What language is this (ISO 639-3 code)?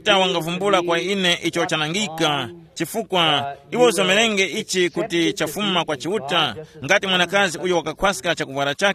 tum